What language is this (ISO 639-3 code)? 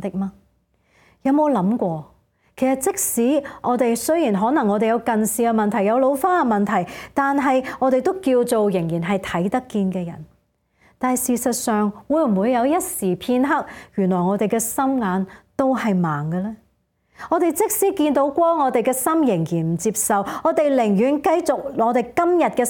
yue